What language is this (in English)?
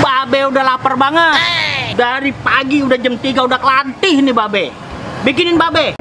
Betawi